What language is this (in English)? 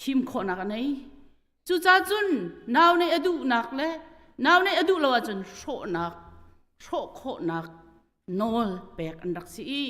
Hakha Chin